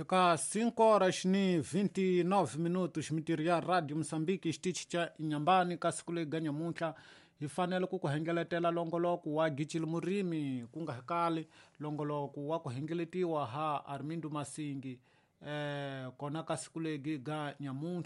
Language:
Tsonga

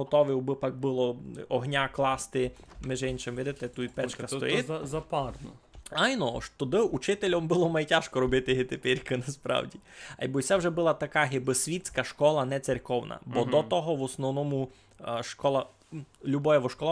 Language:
Rusyn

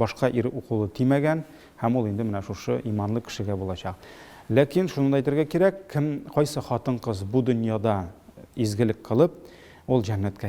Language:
Tatar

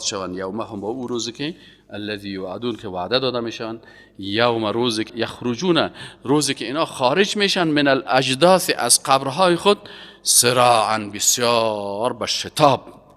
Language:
Persian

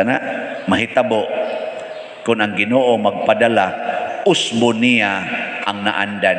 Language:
Cebuano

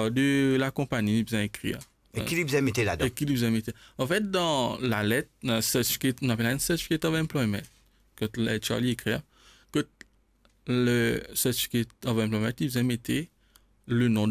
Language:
Morisyen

